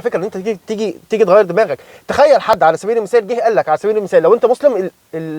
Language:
Egyptian Arabic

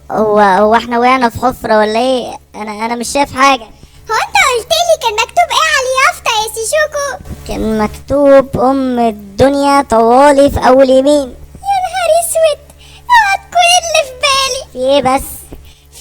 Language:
Egyptian Arabic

